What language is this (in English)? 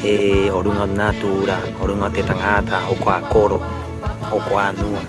Rapanui